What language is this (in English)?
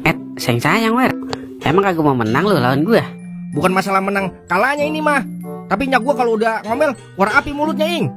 Betawi